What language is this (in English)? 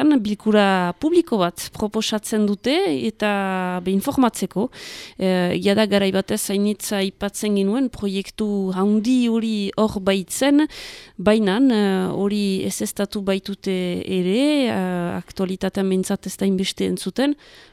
Basque